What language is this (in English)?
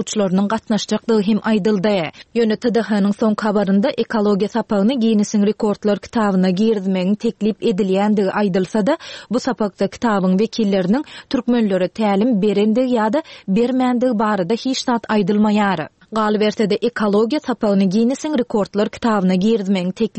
Turkmen